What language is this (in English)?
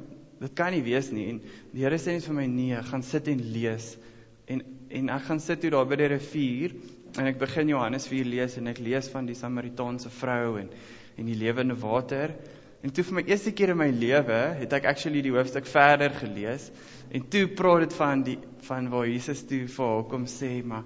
Afrikaans